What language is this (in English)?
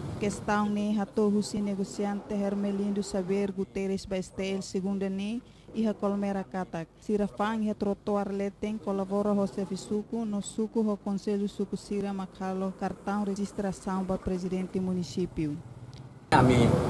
Tetum